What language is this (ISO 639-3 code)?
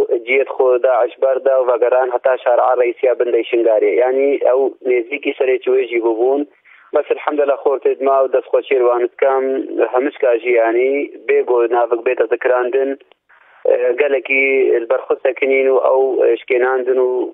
kur